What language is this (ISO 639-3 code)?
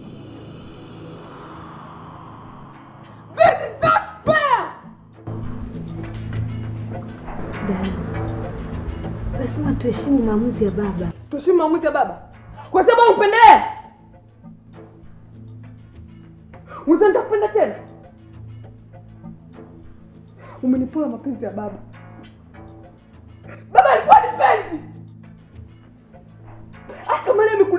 swa